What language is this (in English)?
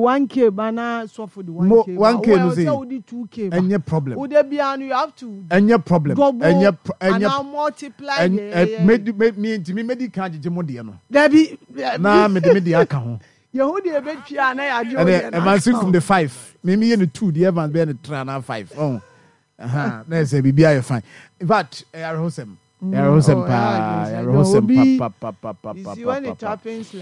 Akan